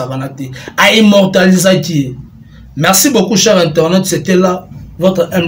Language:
Lingala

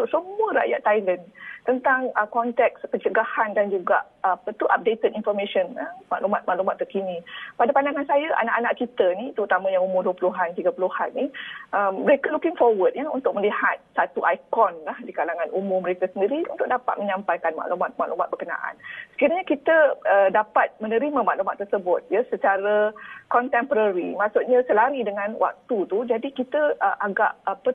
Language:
Malay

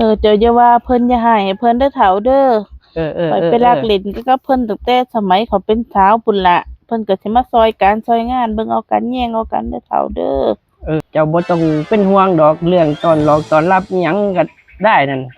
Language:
Northeastern Thai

